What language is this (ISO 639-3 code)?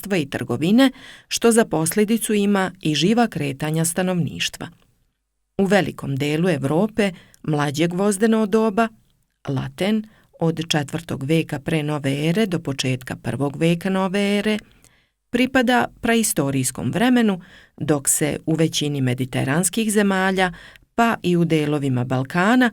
srp